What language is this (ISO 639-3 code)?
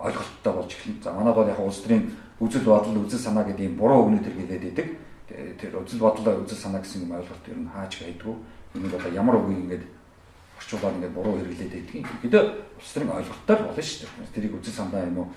mon